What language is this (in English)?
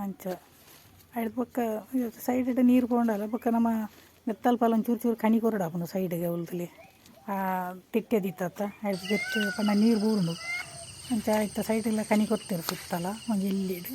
Tulu